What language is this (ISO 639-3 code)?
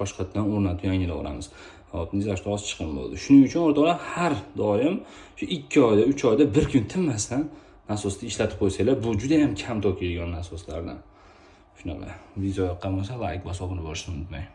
uzb